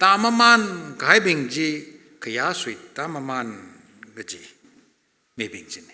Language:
Tangkhul Naga (India)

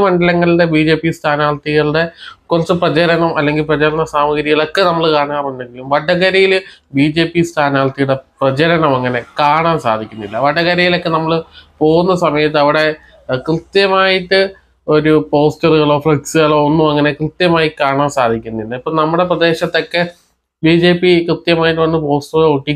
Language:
Malayalam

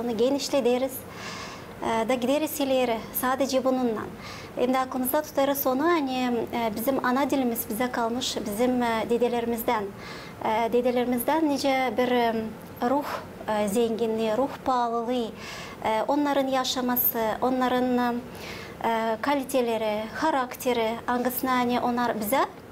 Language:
Gagauz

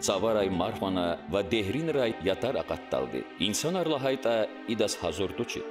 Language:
Lezghian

